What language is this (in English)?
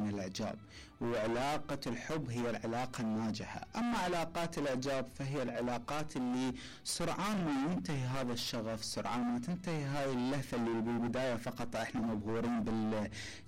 Mesopotamian Arabic